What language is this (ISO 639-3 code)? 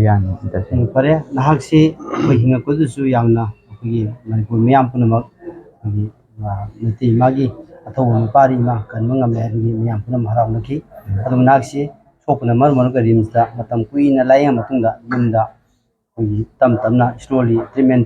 mni